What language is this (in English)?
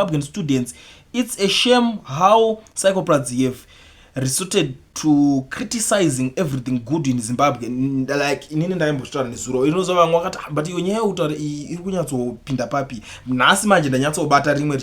Shona